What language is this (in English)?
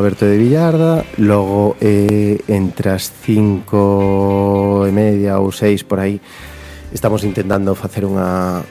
Galician